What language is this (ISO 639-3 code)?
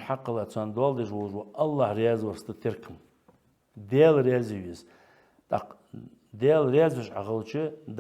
inh